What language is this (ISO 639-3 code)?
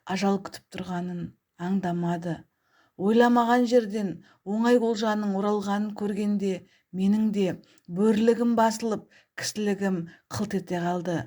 kaz